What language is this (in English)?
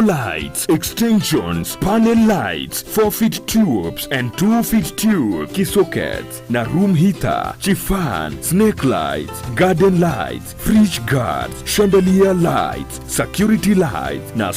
Gusii